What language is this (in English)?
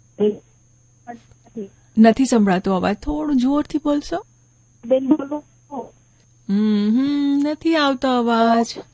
Gujarati